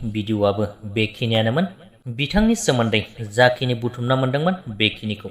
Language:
Bodo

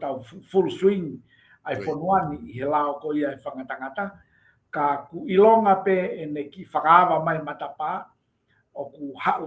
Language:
Tongan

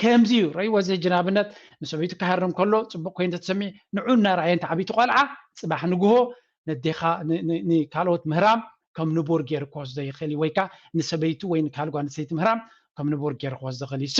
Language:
Tigrinya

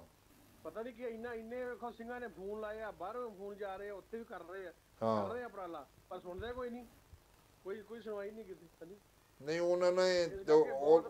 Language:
Punjabi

